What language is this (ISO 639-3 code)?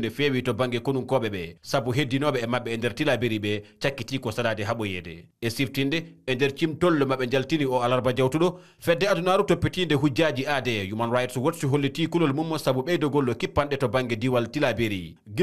ful